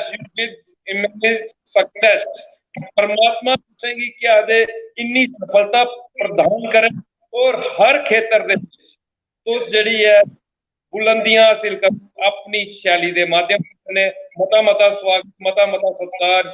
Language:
Dogri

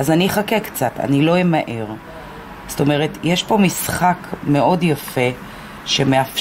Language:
Hebrew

